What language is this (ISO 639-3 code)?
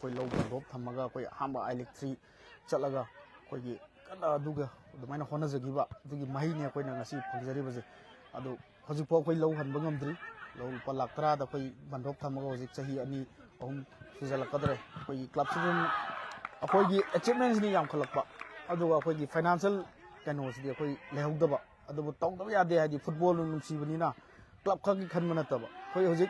mni